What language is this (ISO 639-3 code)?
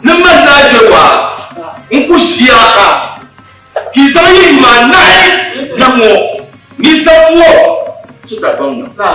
dag